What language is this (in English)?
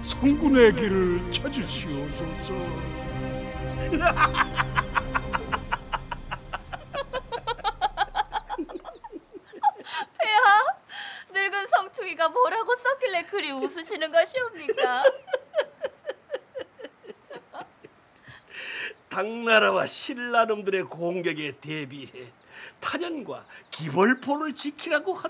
Korean